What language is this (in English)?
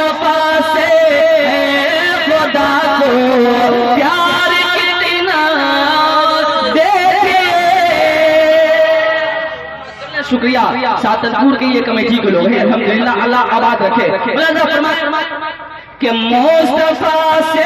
Urdu